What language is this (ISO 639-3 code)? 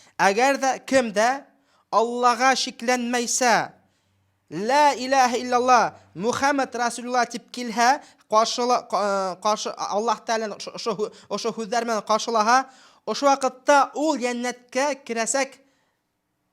bak